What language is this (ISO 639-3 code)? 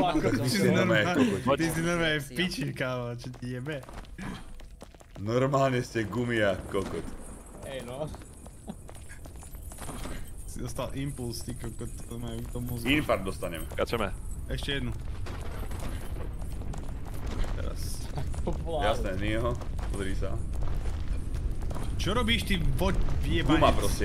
slk